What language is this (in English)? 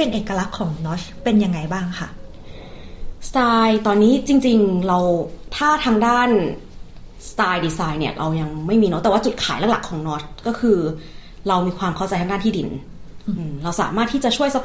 Thai